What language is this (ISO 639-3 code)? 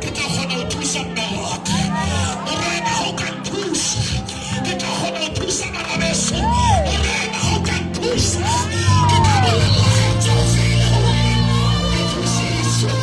sot